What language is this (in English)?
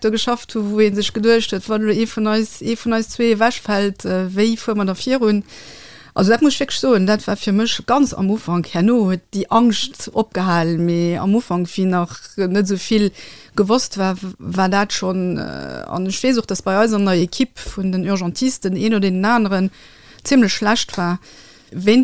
Luxembourgish